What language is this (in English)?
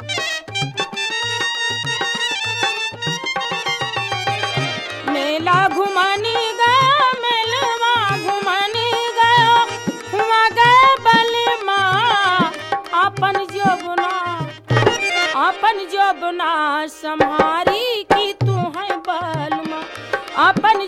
Bhojpuri